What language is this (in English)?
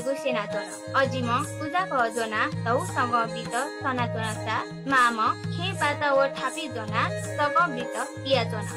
Newari